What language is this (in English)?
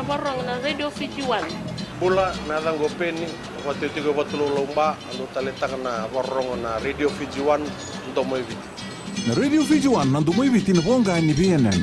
Fijian